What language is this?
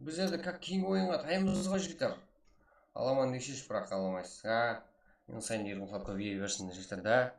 Kara-Kalpak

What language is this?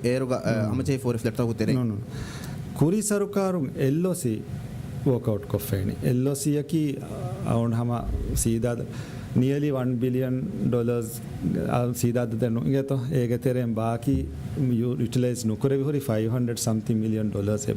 Divehi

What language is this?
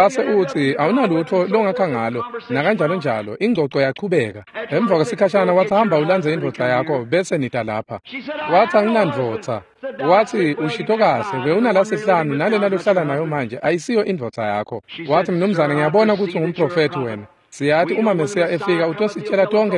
Swati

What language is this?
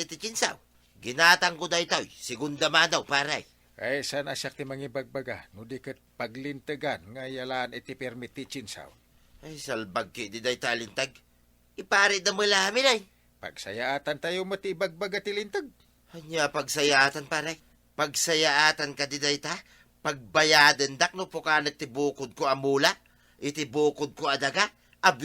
Iloko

